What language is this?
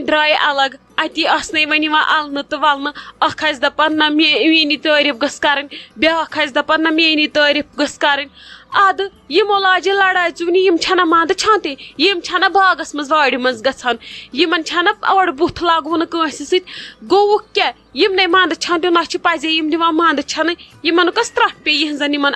Kashmiri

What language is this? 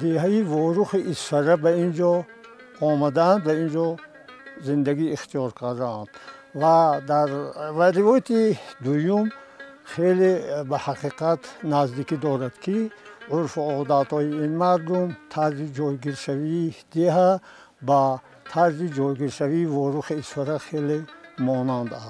Tajik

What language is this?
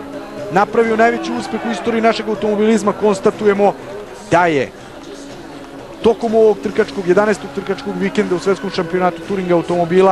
Serbian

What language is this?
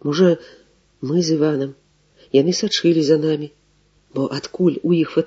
Belarusian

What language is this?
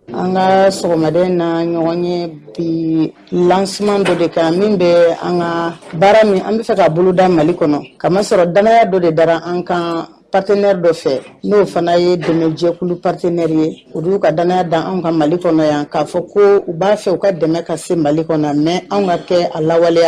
Bambara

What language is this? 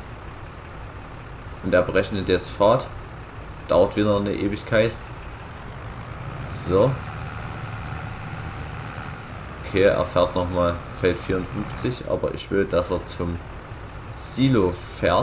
German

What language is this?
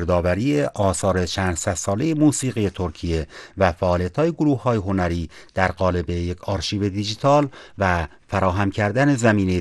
Persian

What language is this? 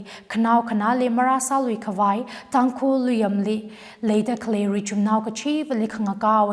Tangkhul Naga (India)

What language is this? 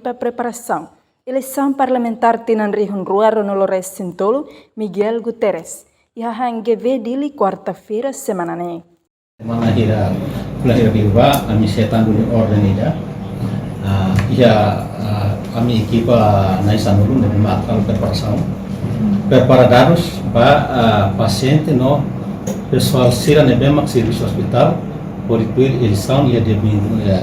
Tetum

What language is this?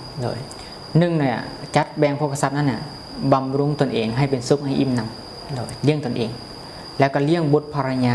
Lao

